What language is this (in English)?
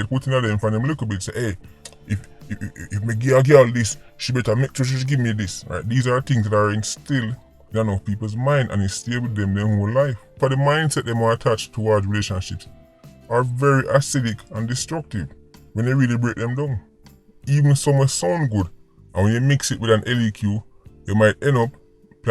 Jamaican Creole English